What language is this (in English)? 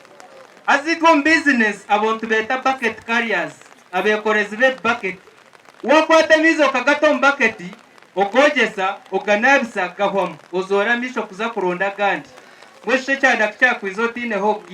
Nyankole